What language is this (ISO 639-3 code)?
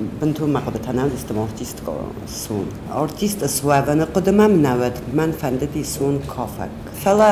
oss